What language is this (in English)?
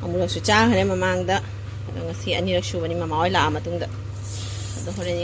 Manipuri